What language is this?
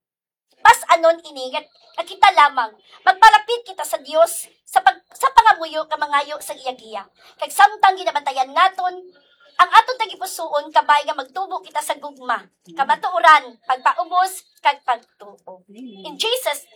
Hiligaynon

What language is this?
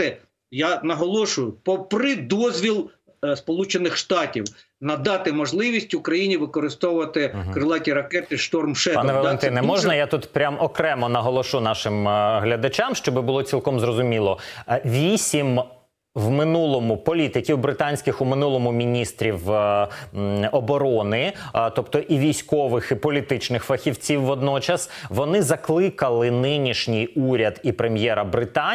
Ukrainian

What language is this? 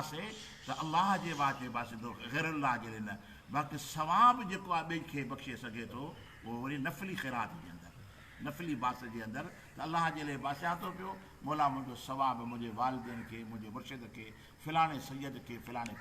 Sindhi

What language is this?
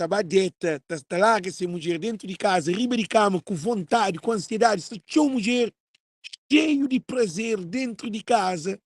Kabuverdianu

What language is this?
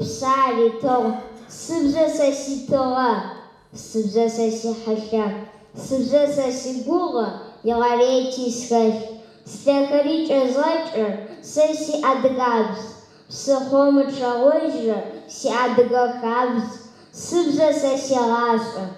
Adyghe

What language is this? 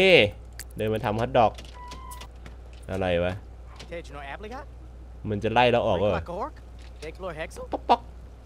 Thai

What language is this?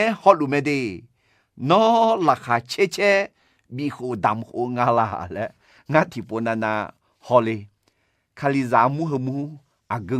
Akha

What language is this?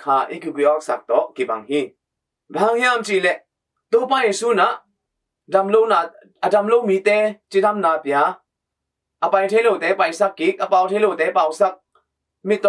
Tedim Chin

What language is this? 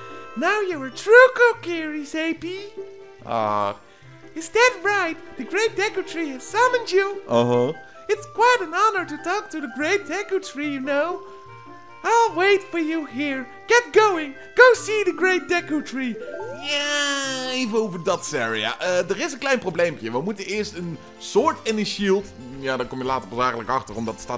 Dutch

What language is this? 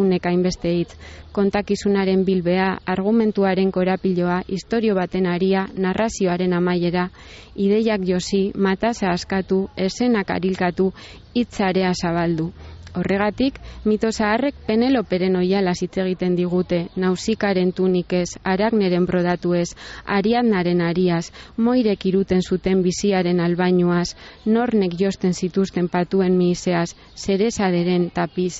Basque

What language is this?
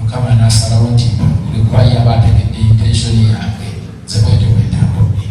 Ganda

